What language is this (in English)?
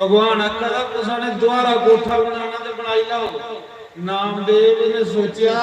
Dogri